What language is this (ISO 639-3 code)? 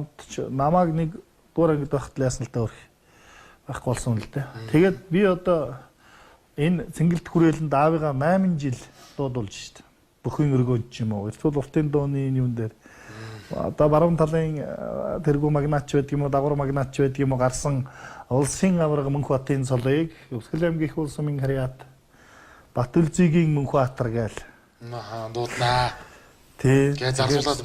mon